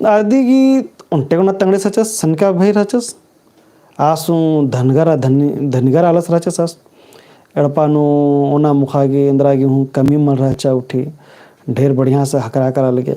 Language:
Kurukh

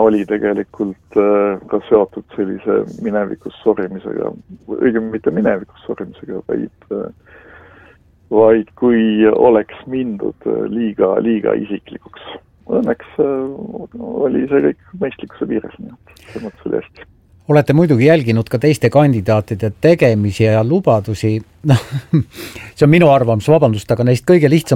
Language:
Estonian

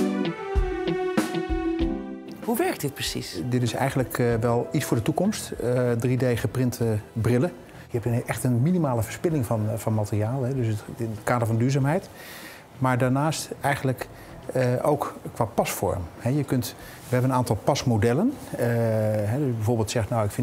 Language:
Dutch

